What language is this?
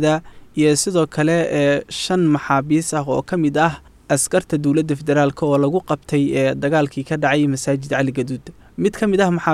Somali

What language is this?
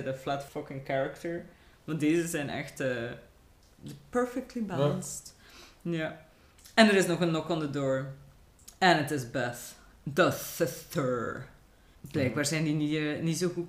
Dutch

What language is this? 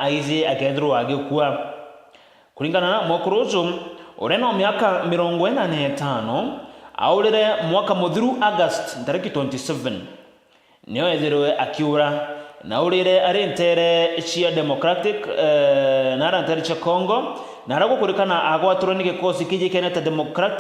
Meru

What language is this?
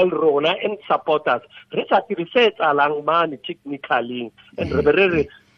Tswana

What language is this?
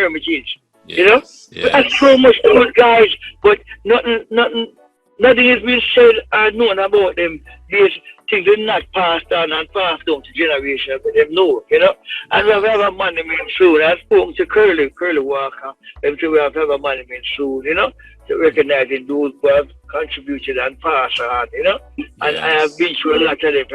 Jamaican Creole English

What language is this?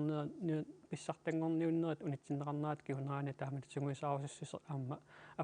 Kalaallisut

